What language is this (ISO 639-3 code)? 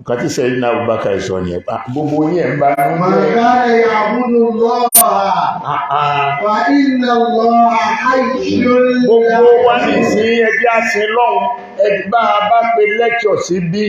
yor